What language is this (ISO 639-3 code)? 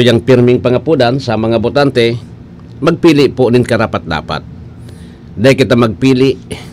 bik